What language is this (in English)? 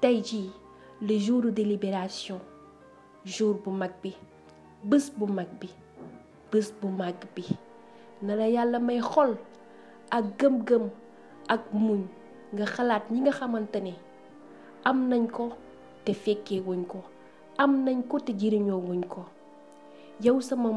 Wolof